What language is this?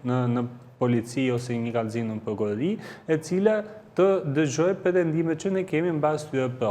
Albanian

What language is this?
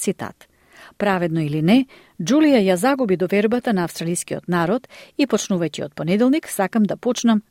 Macedonian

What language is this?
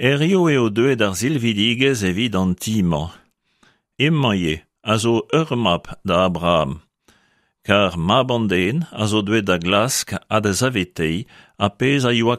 Breton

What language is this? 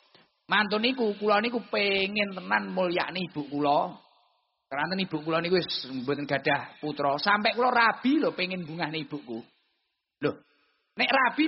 Javanese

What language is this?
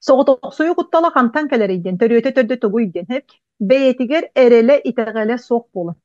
Yakut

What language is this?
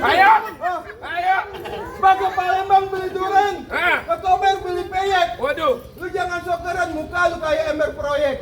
Betawi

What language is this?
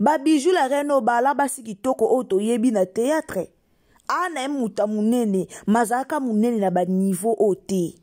Lingala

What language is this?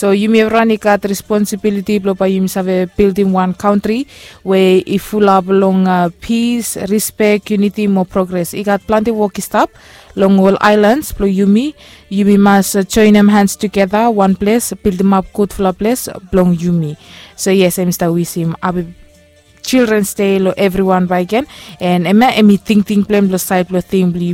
Bislama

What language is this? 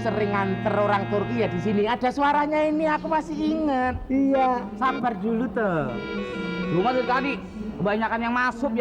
Betawi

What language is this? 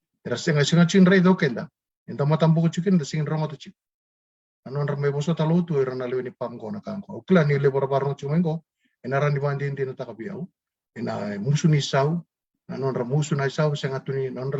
Fijian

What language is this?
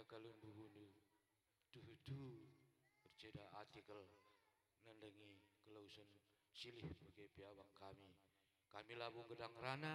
Batak Karo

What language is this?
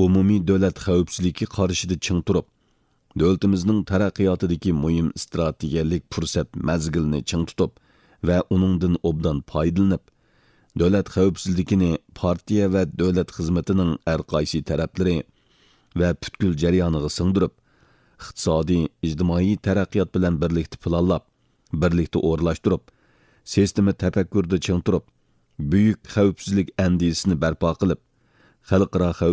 Uyghur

